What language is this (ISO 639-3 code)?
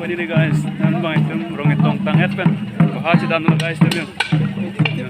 mjw